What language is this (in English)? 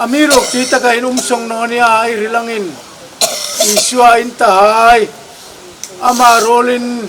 Hmar